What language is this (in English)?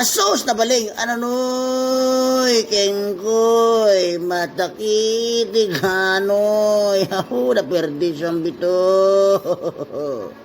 Itawit